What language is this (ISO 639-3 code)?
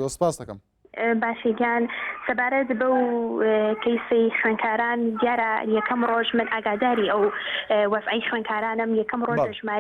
ckb